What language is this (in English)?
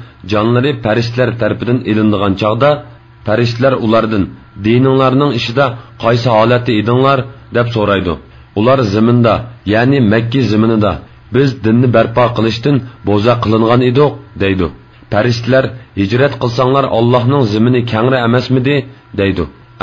Uyghur